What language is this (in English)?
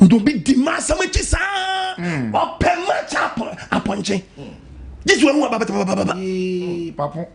Akan